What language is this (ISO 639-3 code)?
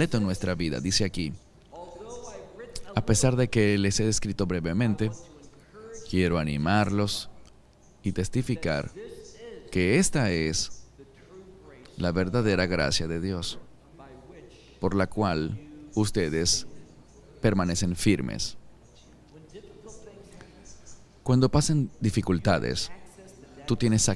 spa